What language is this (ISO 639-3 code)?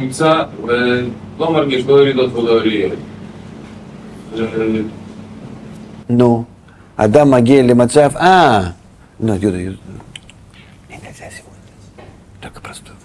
heb